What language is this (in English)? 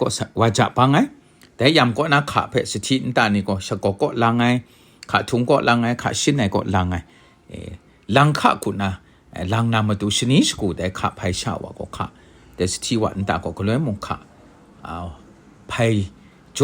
Kachin